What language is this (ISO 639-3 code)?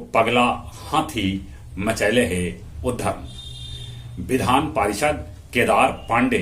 mag